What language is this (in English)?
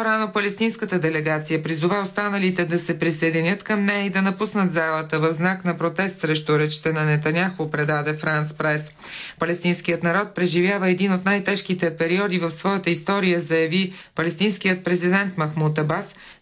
Bulgarian